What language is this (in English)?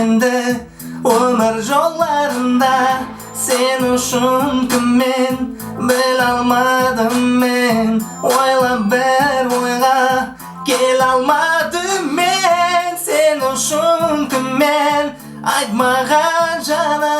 Kara-Kalpak